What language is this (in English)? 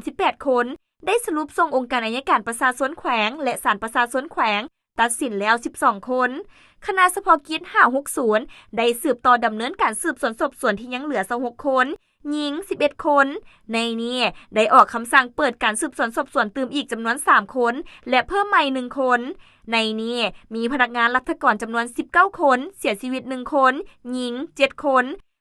Lao